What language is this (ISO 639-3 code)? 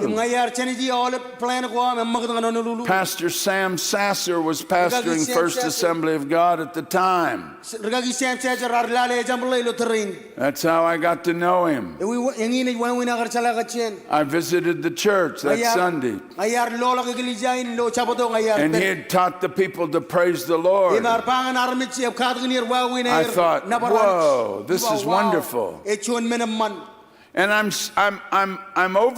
mah